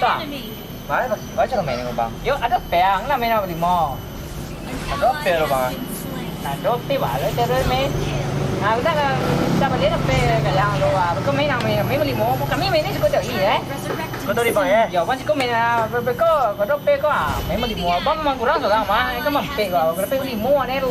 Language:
Minangkabau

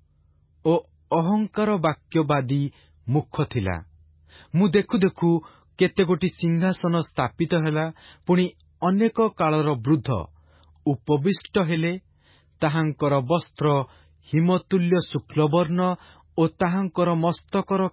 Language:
Odia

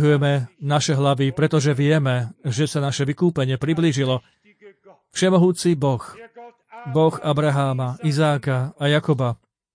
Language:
Slovak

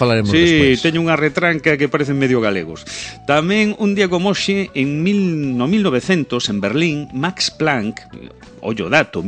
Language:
Galician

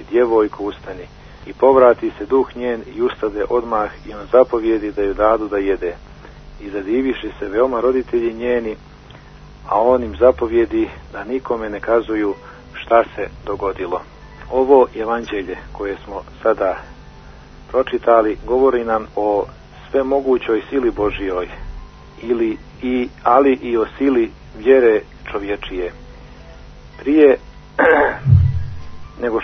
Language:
Croatian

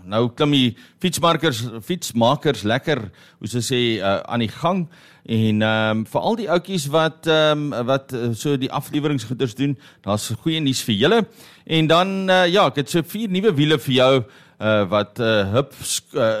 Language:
Afrikaans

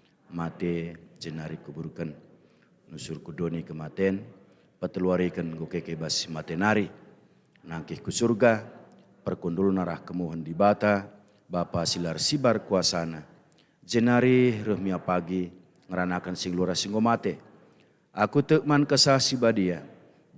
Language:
Batak Karo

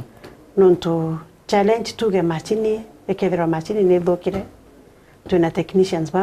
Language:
Meru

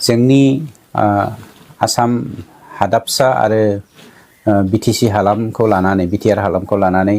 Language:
Bodo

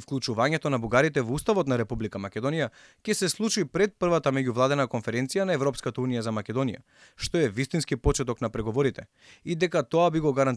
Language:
Macedonian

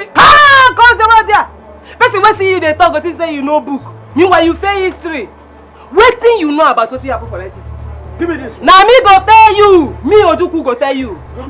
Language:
Nigerian Pidgin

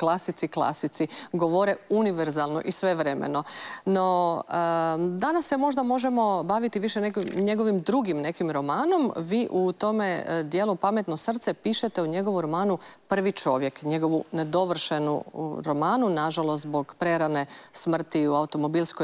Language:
Croatian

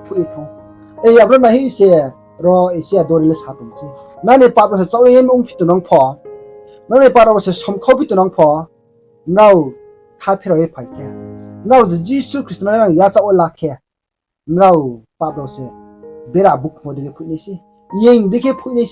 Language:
Riang (India)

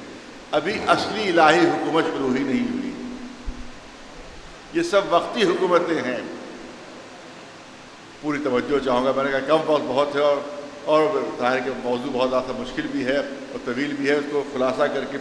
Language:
Urdu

